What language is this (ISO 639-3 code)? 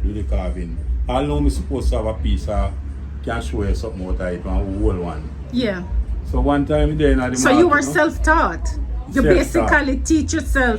jam